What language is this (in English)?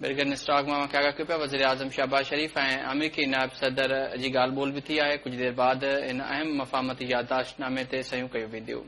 Sindhi